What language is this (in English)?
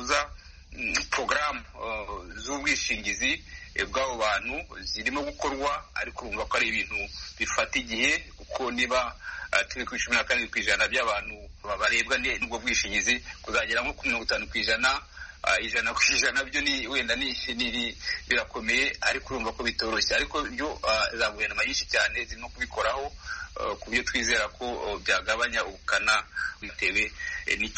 Kinyarwanda